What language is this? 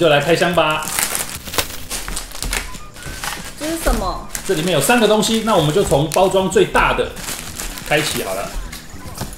Chinese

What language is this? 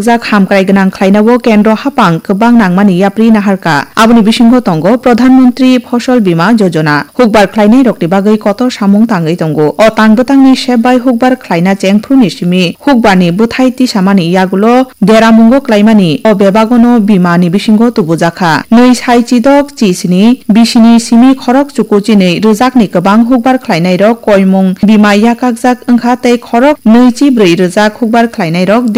Kok Borok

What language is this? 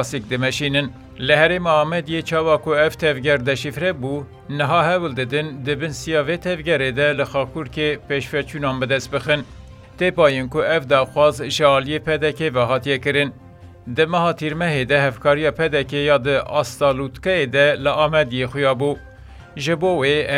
Kurdish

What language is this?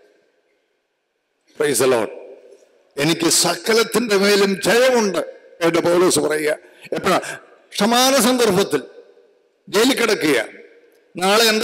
Malayalam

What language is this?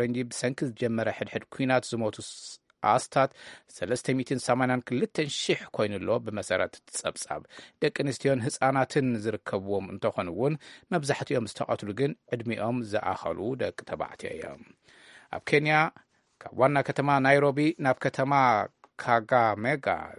Tigrinya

